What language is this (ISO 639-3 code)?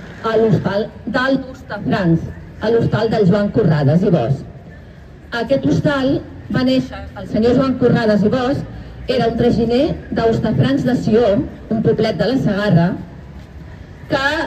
cat